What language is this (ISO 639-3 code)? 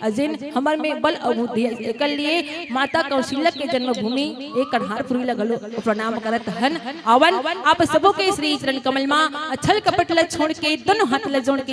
hne